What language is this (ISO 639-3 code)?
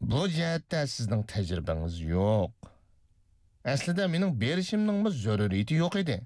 uig